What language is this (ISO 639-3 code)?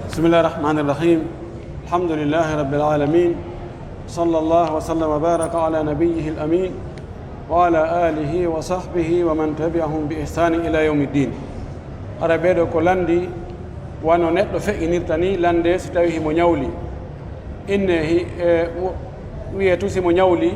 fuf